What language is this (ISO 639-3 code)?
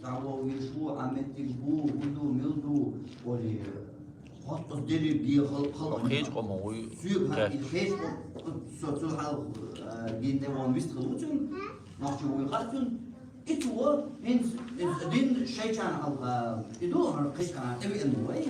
che